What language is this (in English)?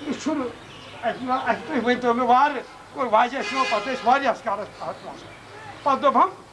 Kashmiri